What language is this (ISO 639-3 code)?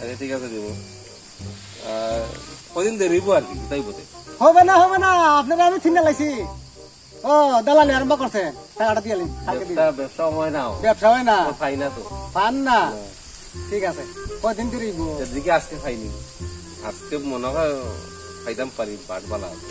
syl